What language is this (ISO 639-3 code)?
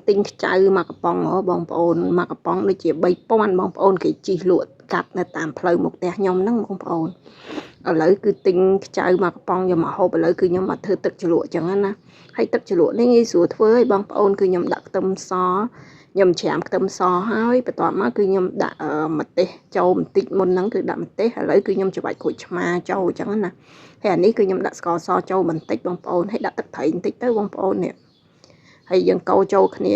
khm